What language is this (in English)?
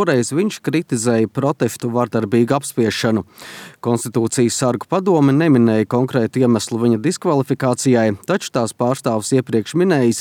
Latvian